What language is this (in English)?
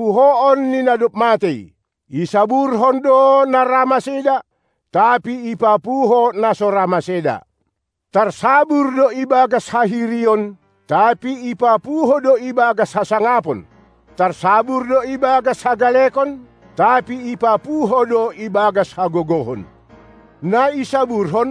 Batak Simalungun